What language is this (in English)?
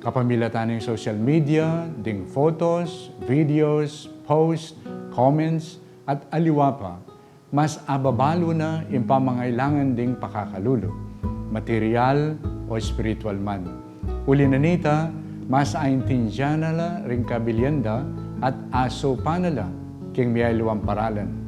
Pampanga